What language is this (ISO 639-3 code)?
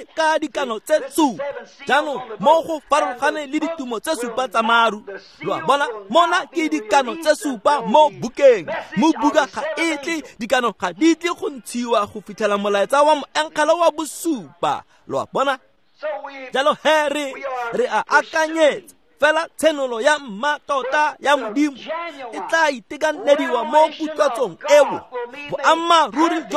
tsn